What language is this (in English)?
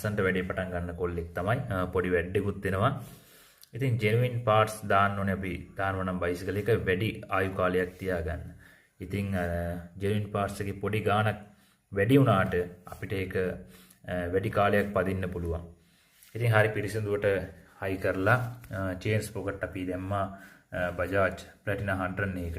Sinhala